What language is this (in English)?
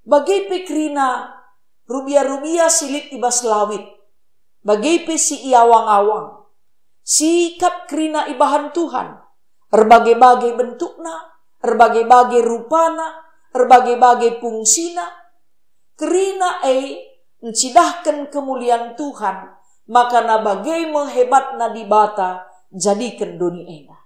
Batak Karo